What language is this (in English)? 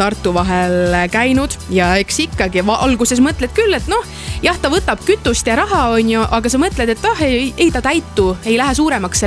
Estonian